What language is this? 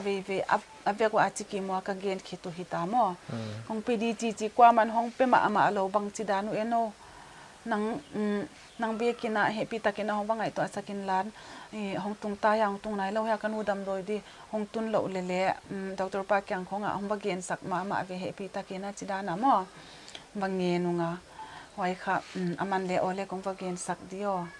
Paite Chin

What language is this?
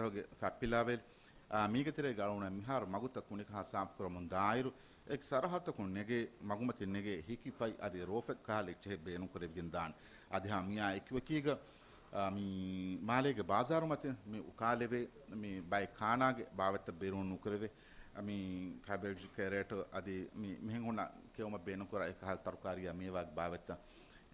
Divehi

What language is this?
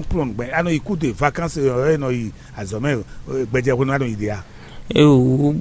Fon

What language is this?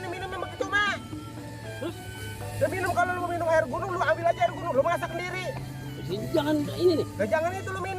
Betawi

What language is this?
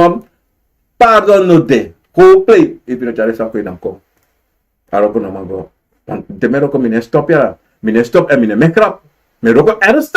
Sranan Tongo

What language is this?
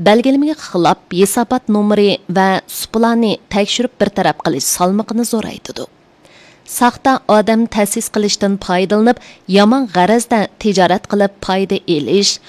Uyghur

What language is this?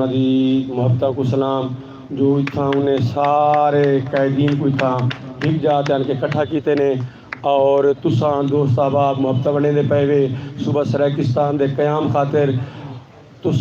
Saraiki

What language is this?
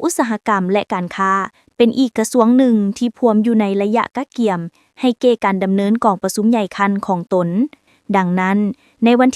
Lao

